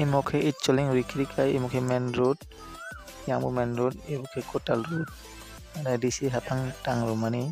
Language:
Kok Borok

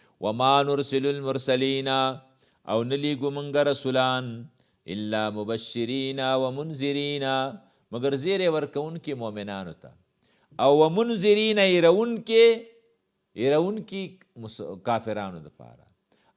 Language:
Pashto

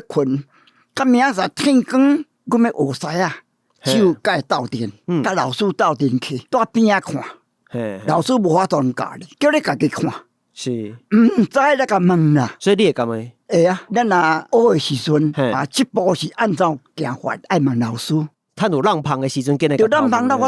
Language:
Min Nan Chinese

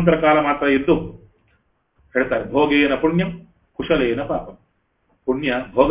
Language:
Kannada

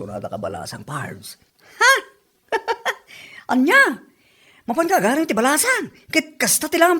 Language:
Iloko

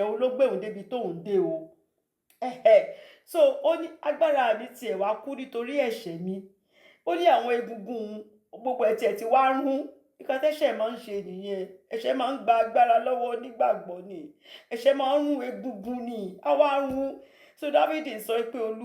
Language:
Yoruba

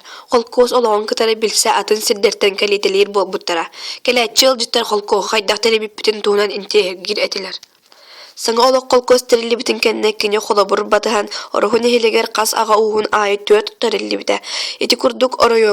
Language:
Yakut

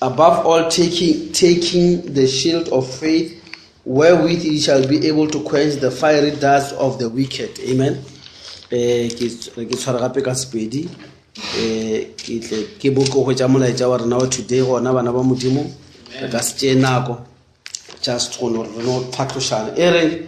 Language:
Northern Sotho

